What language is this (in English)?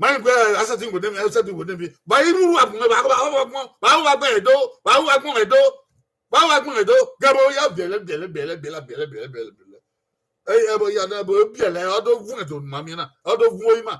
Bini